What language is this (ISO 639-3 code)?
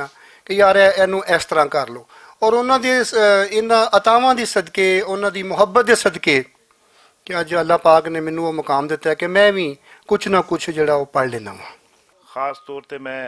lah